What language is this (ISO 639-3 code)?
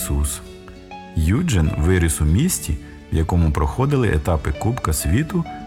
ukr